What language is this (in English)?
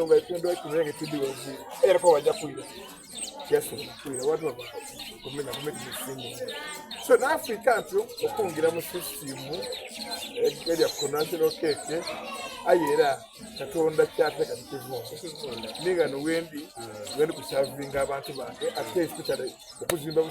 Soga